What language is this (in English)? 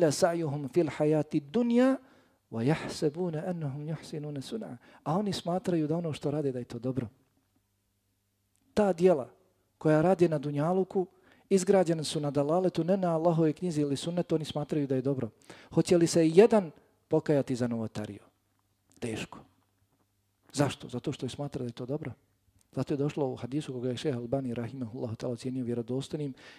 Bosnian